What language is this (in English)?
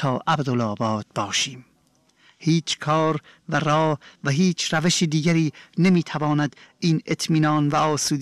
Persian